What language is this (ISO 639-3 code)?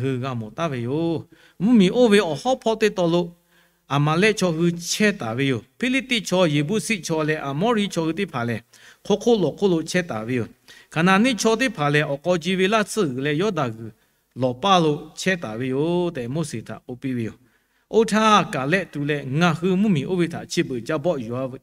lhu